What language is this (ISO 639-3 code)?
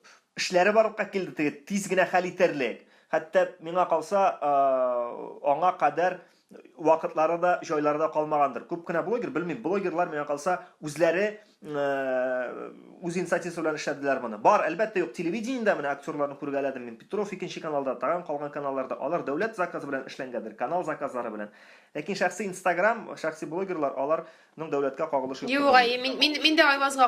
tat